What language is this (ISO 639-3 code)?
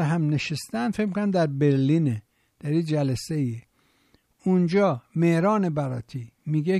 fas